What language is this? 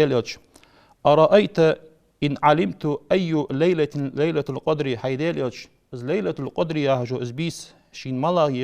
Ingush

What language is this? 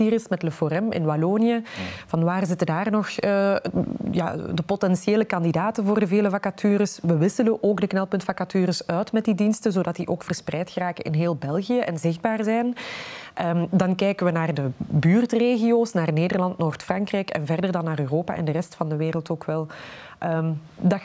Dutch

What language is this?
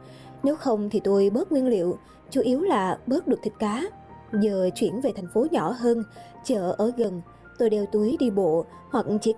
Vietnamese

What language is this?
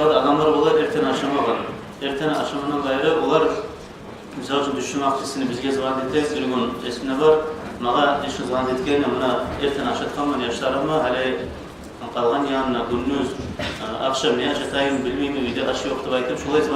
Kumyk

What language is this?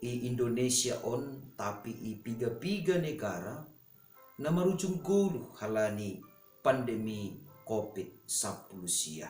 Batak Simalungun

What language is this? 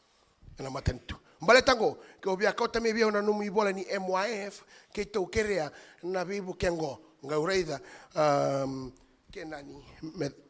Fijian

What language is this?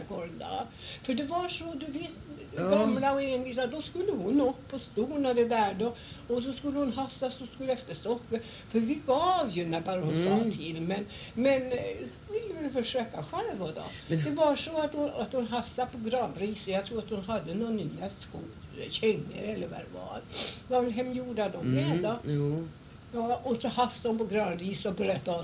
Swedish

